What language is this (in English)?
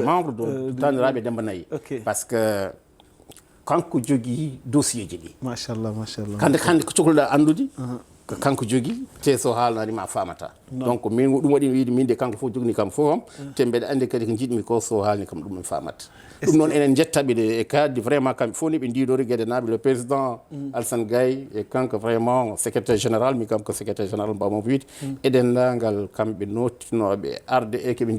Fula